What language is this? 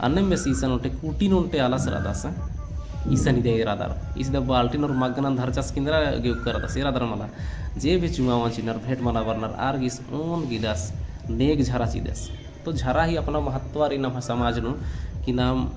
Kurukh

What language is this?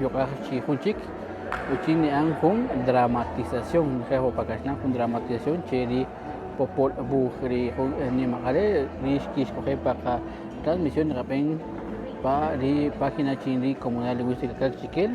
Kaqchikel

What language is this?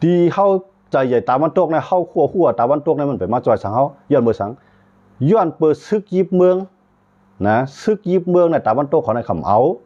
Shan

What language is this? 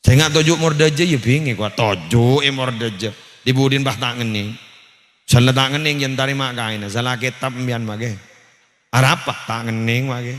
Madurese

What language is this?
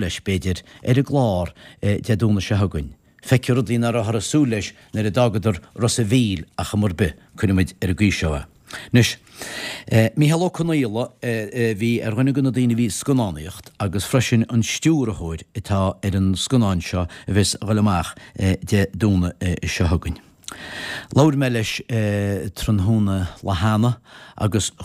Irish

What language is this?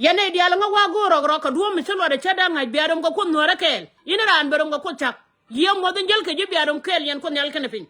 Nuer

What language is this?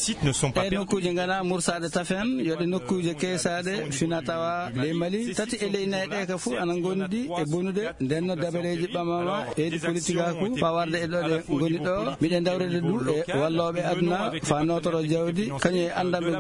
Fula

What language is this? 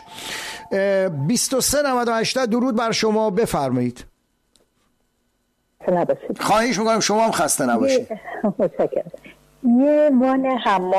Persian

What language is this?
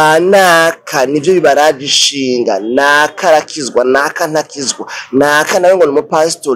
Rundi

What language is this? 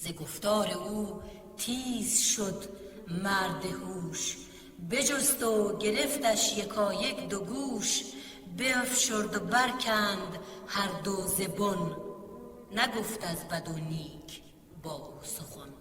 Tajik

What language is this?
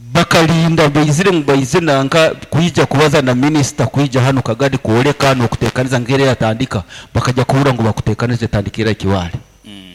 Nyoro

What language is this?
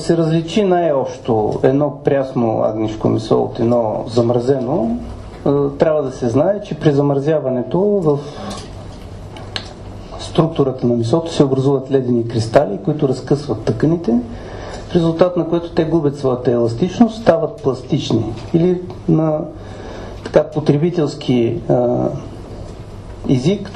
Bulgarian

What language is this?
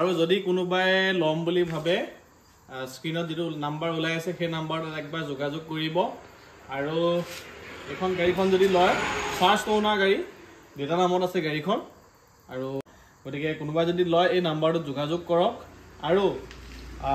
Assamese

